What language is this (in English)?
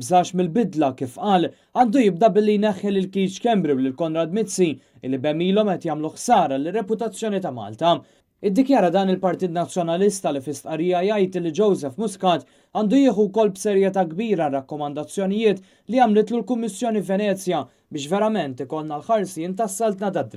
Maltese